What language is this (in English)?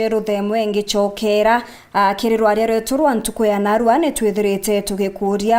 Meru